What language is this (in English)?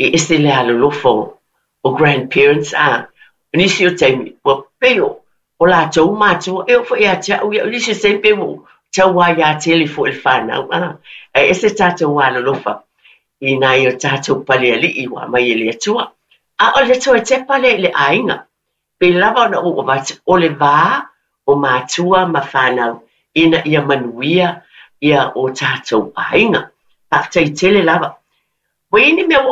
Samoan